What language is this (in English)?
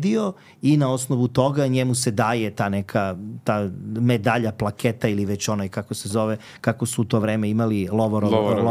Serbian